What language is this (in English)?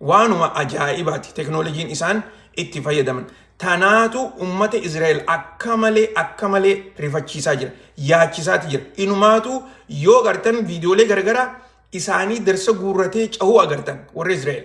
Oromo